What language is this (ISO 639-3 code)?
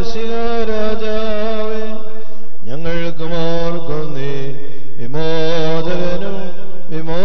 mal